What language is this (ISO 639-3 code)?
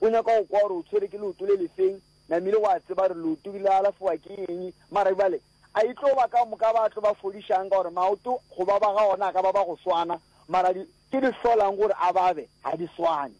nso